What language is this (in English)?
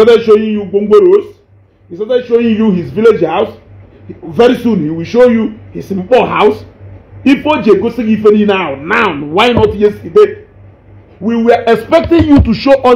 Igbo